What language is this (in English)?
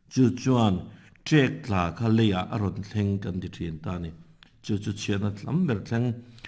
Mizo